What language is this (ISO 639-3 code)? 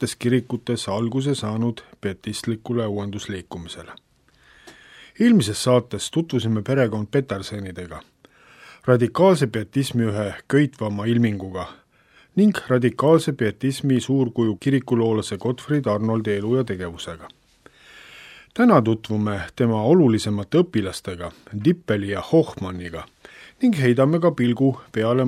est